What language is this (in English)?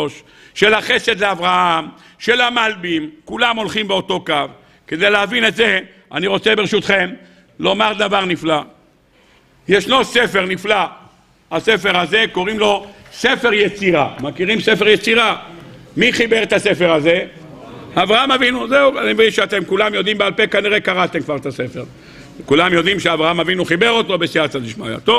Hebrew